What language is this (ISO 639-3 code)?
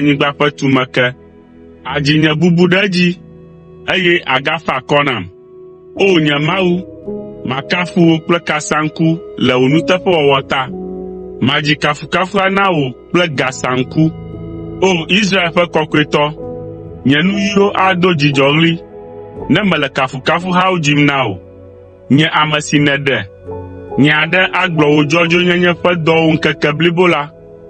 ewe